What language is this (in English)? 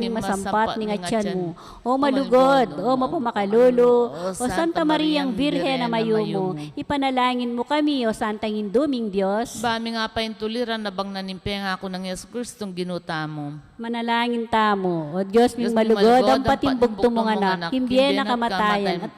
Pampanga